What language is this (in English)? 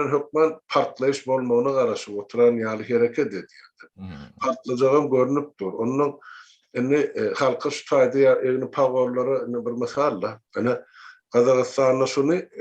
Turkmen